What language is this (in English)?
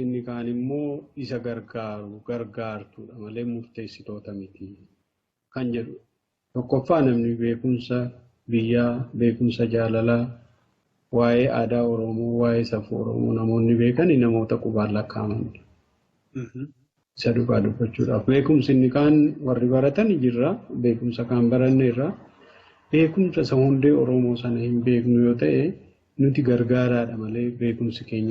Oromo